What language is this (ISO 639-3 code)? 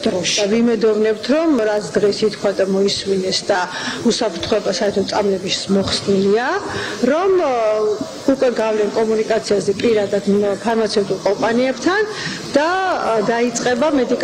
kat